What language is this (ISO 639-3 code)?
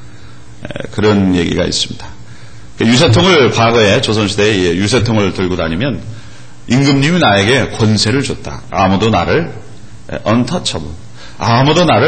kor